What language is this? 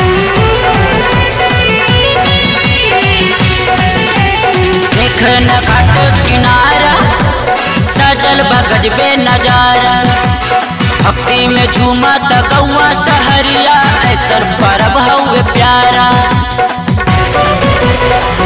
Bhojpuri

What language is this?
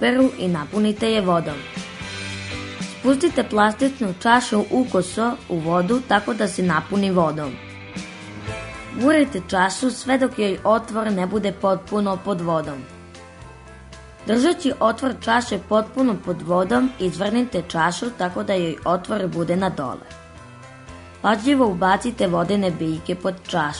Serbian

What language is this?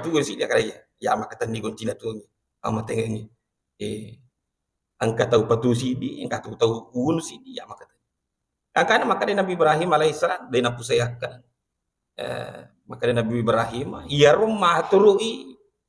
Buginese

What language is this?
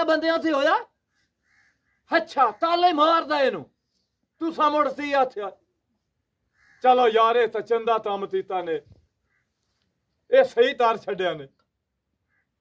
Punjabi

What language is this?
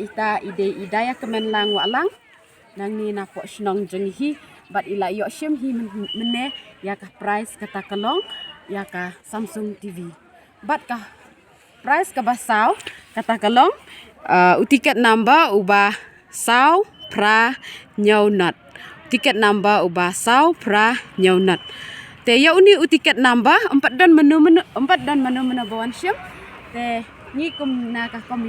Khasi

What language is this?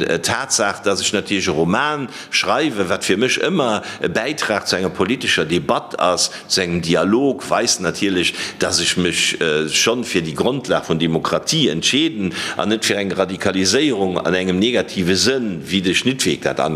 Luxembourgish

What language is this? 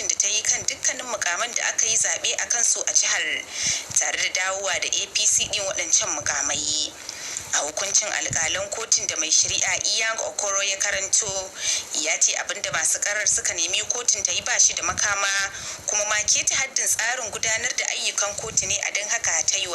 Hausa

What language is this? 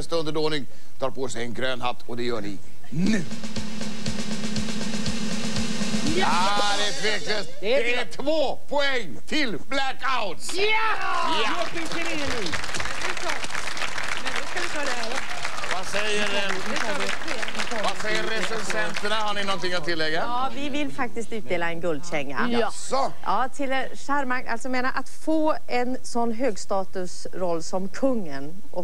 Swedish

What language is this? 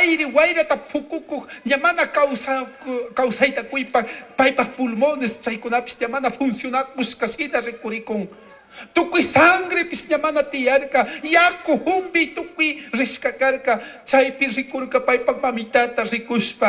Chimborazo Highland Quichua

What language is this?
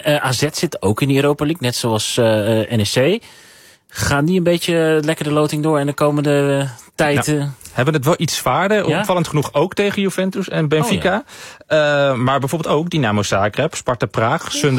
Dutch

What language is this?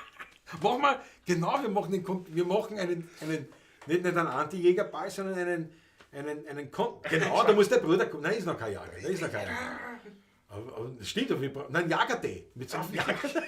Bavarian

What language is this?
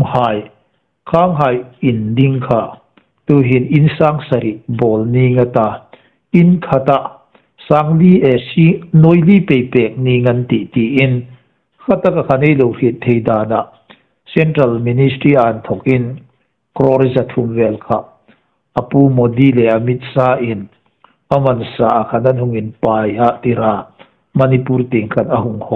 Hmar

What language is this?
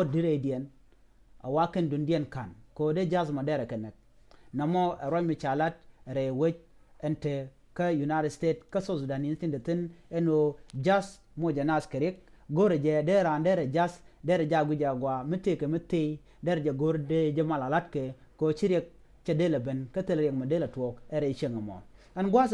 Nuer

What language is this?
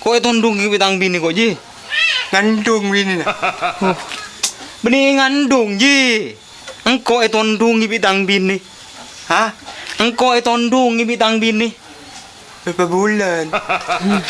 Madurese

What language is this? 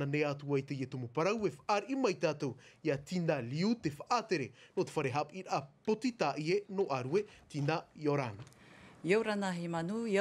Tahitian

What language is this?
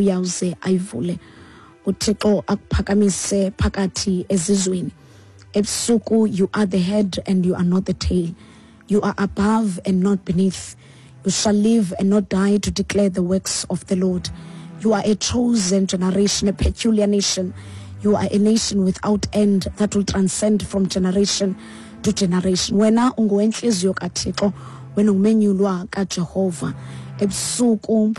Xhosa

